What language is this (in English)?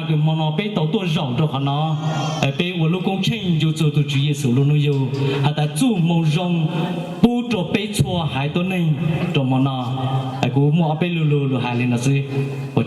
Hmong